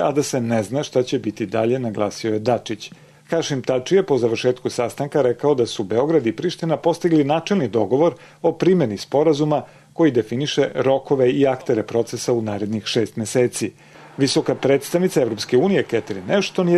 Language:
Serbian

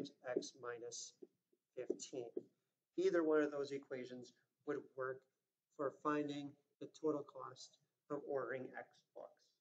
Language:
English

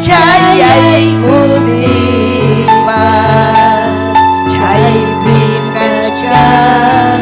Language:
Ayacucho Quechua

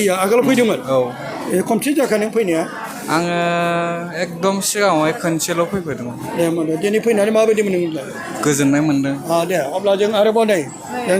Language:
Bodo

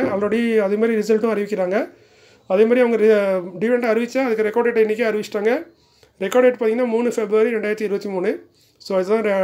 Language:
Tamil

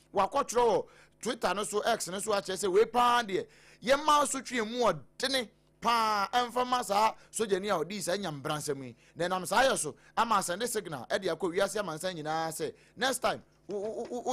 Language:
Akan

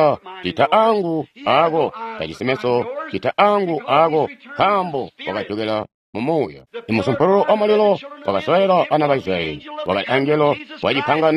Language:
Tonga (Zambia)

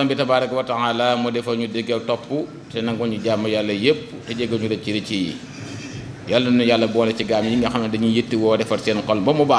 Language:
Wolof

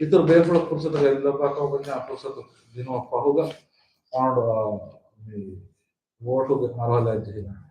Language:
Divehi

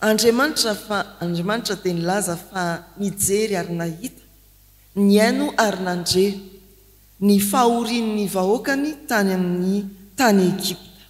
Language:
Malagasy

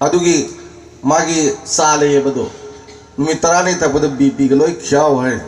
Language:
Manipuri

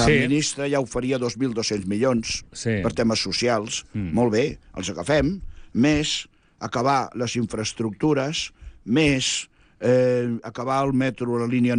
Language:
Catalan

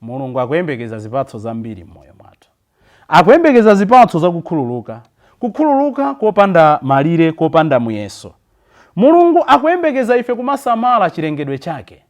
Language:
Nyanja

